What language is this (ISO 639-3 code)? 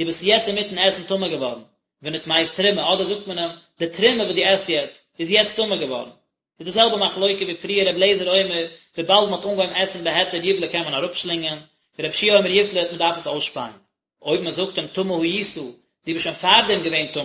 yid